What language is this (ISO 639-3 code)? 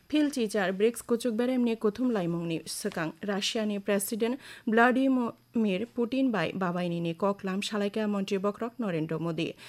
trp